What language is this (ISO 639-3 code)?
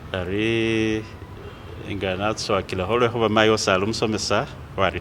myx